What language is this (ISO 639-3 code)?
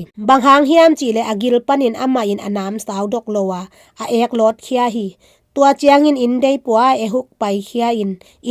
ctd